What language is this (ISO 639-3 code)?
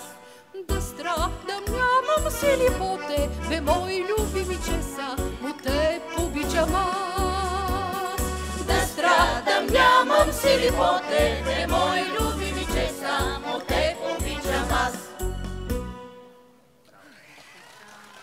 bul